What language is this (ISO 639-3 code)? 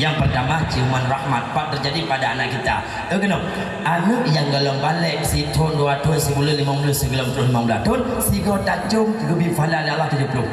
ace